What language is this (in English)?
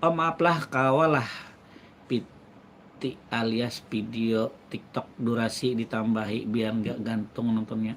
Banjar